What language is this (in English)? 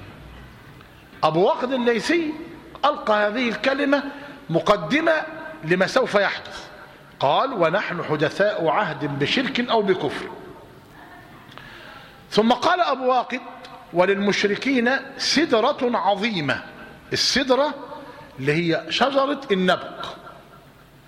Arabic